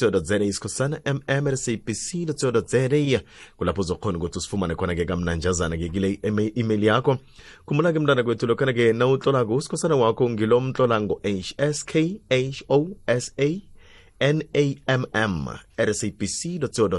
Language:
South Ndebele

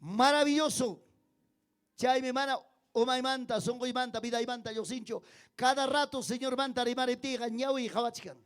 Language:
Ayacucho Quechua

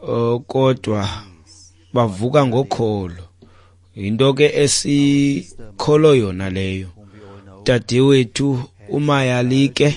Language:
Xhosa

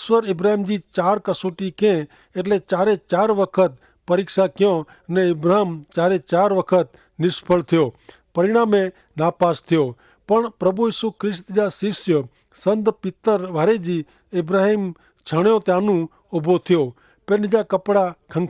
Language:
Kachhi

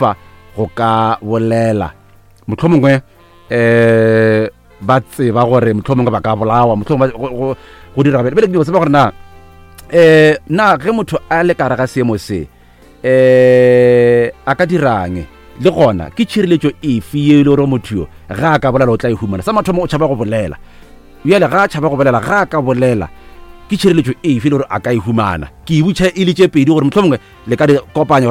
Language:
Northern Sotho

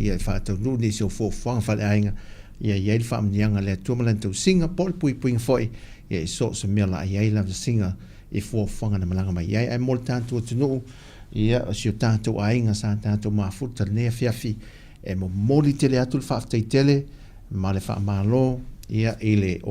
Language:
Samoan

